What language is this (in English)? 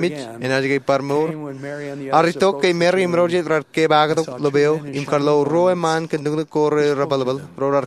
Marshallese